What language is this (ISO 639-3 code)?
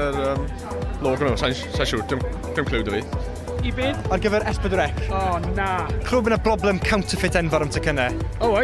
cym